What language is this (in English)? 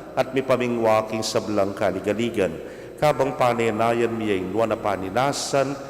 Pampanga